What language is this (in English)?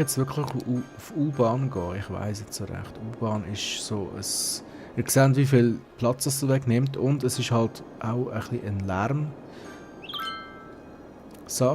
Swiss German